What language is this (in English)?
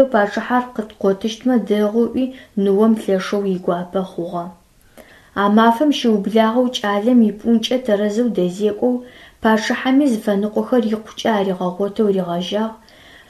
Adyghe